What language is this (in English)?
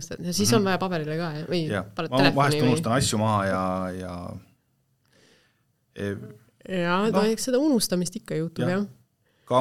Estonian